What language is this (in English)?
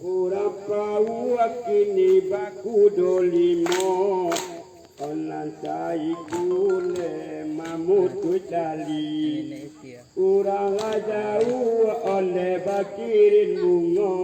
Minangkabau